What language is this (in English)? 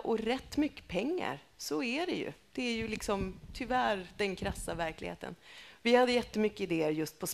Swedish